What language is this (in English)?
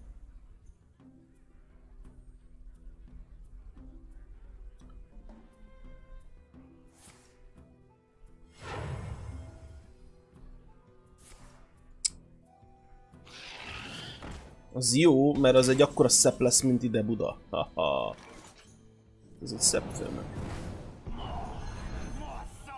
Hungarian